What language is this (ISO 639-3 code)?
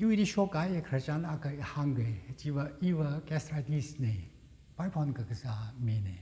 nmf